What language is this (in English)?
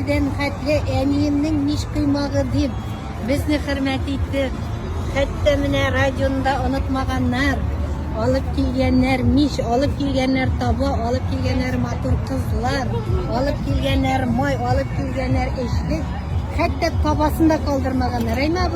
Tatar